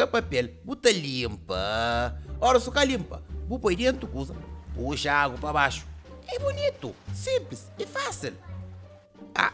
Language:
Kabuverdianu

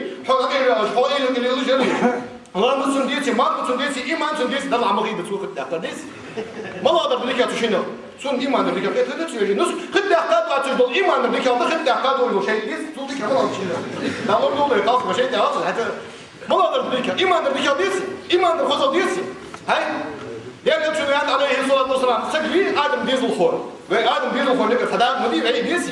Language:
Ingush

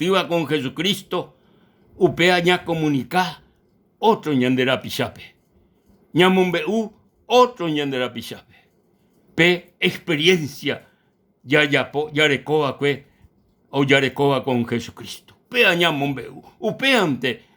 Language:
Guarani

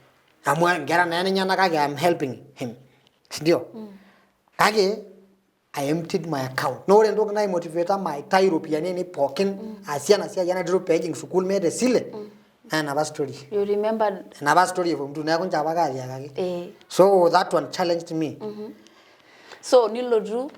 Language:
Masai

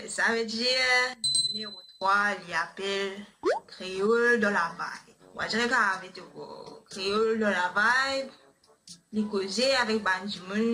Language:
Morisyen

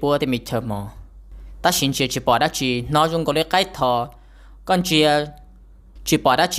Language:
Hmong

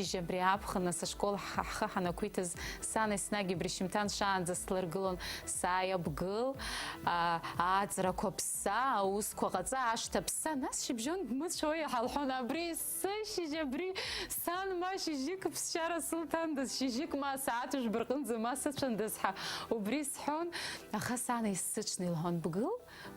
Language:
Abkhazian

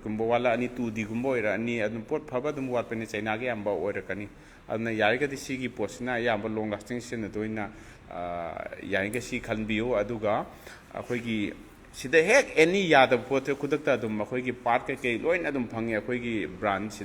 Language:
Manipuri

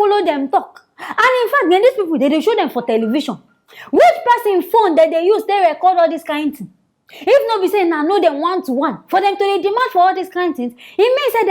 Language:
Nigerian Pidgin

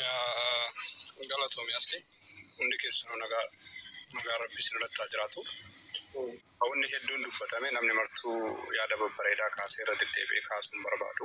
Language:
Oromo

